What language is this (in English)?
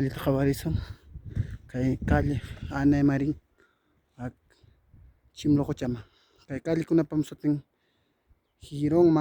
Ayacucho Quechua